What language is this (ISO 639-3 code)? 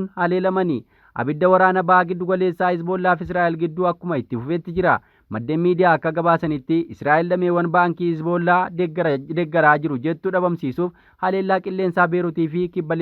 orm